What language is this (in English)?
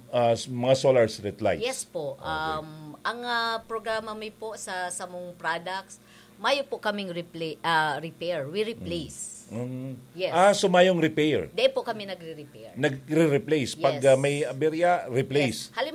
Bikol